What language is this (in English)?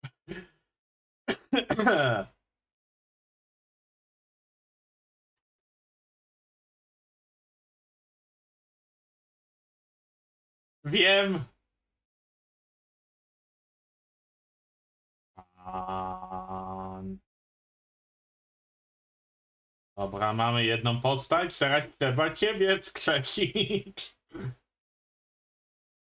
Polish